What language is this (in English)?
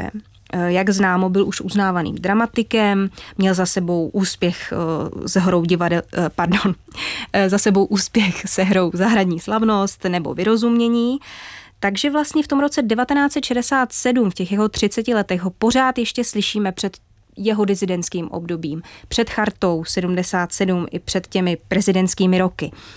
Czech